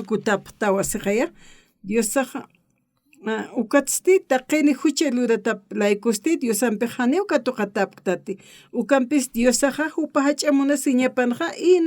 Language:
Aymara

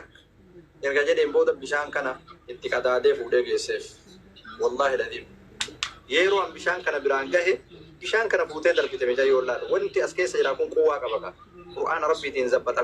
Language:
Oromo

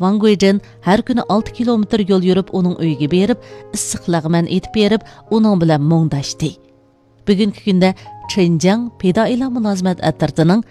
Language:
Uyghur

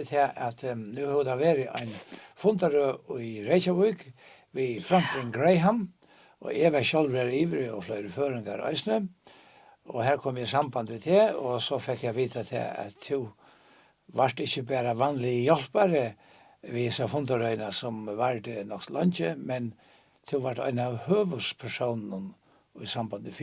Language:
Faroese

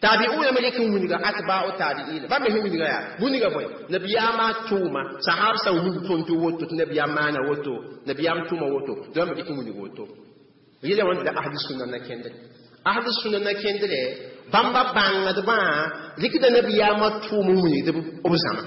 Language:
Mossi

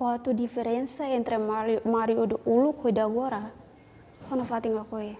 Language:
Tetum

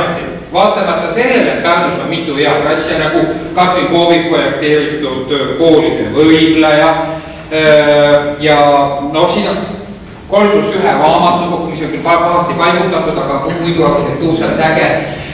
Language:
Estonian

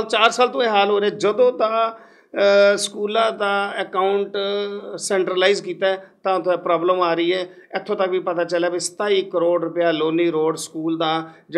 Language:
Punjabi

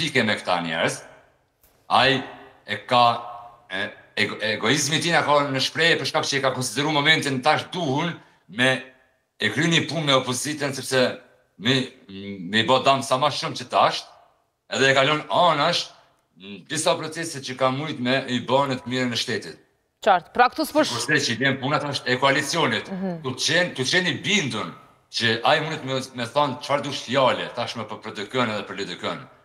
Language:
Albanian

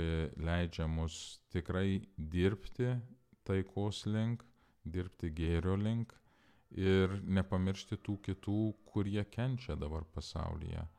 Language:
Lithuanian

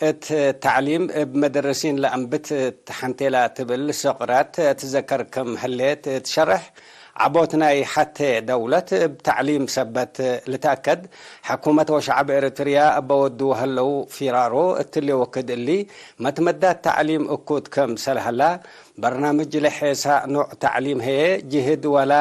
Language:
Tigre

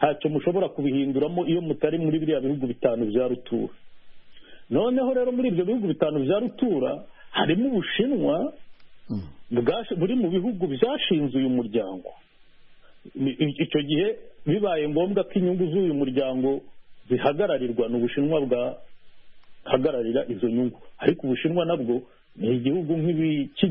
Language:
Kinyarwanda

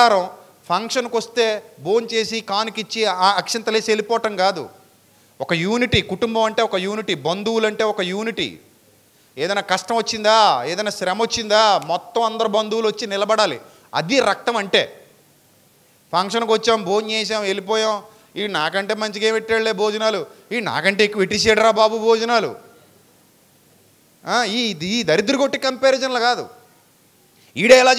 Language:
Telugu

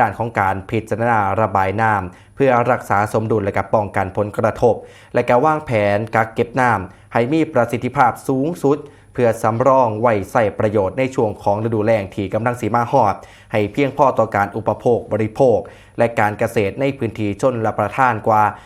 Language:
Northeastern Thai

